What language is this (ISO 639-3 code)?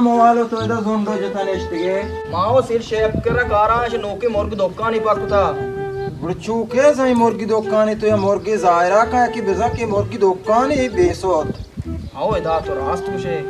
bal